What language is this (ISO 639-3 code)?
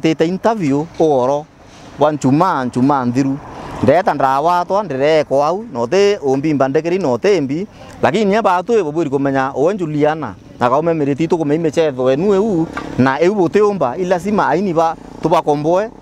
mer